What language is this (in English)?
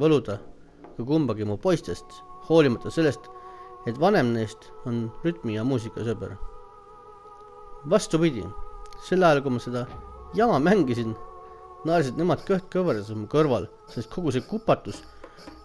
Estonian